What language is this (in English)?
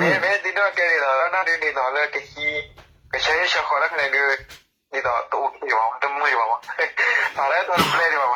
S'gaw Karen